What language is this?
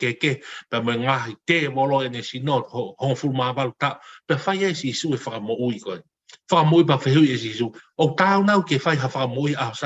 Tongan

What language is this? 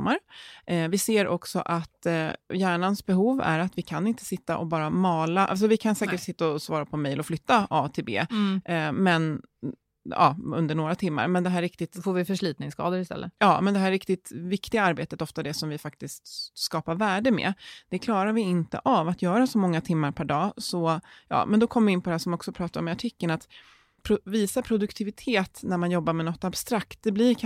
Swedish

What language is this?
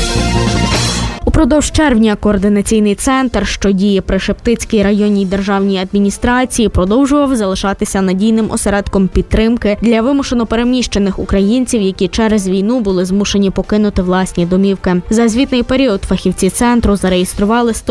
Ukrainian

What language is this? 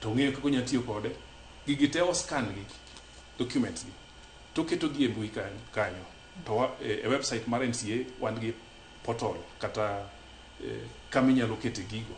Luo (Kenya and Tanzania)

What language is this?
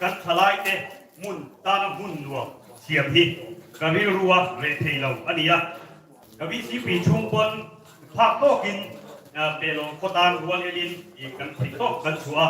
Mizo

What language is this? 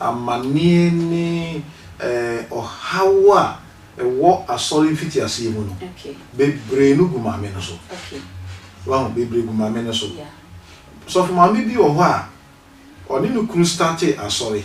Akan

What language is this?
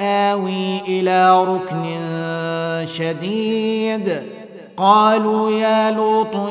Arabic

